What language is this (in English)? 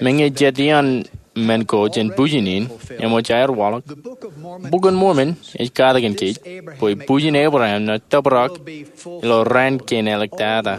Marshallese